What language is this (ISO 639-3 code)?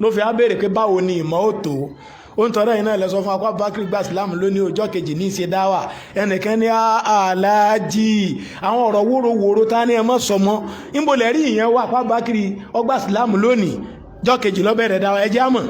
yor